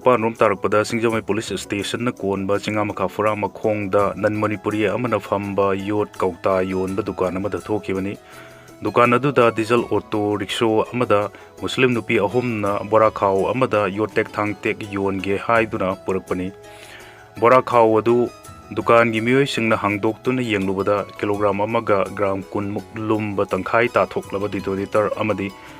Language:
Manipuri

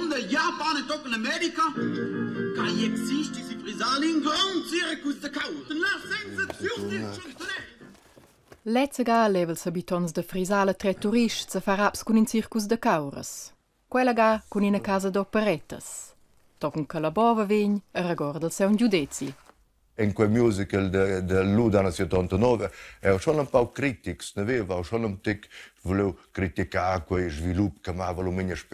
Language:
Romansh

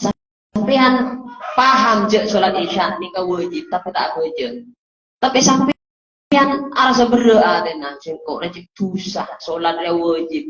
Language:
Madurese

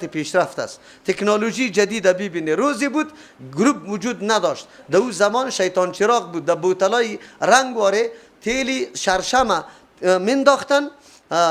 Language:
Persian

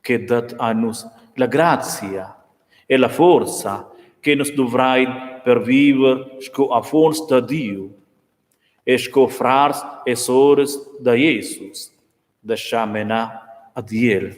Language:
Romansh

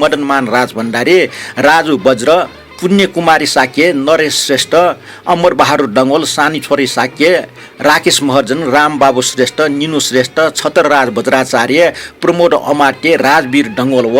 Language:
Newari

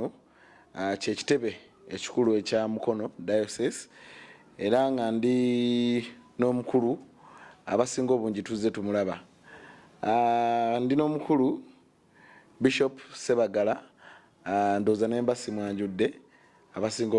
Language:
Ganda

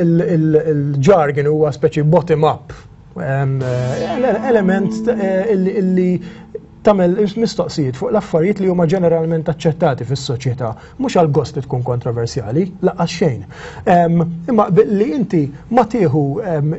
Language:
Maltese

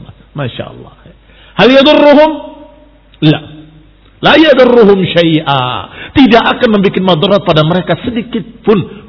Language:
Indonesian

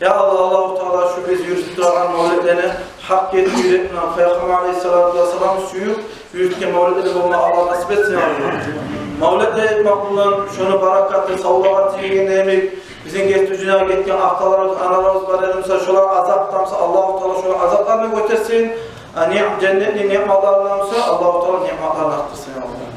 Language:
Kumyk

